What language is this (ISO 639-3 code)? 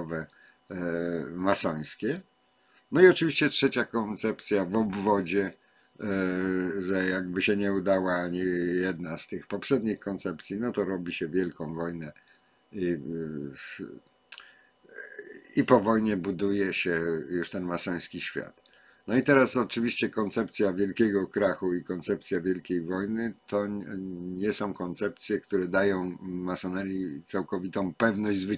pol